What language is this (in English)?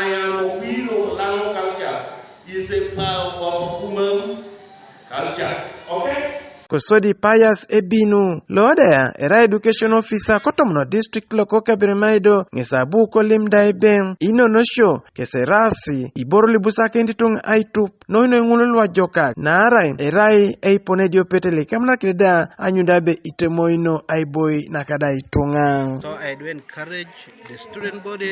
Teso